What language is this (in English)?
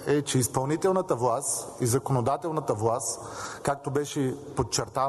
Bulgarian